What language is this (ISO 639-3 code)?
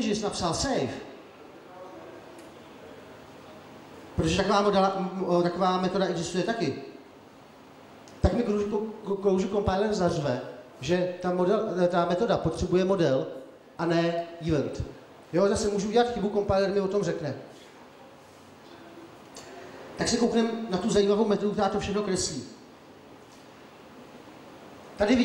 ces